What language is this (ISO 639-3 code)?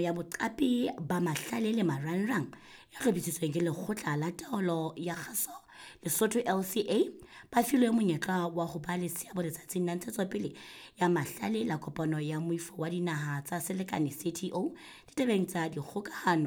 sot